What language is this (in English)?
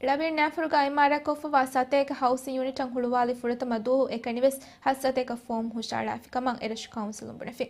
Divehi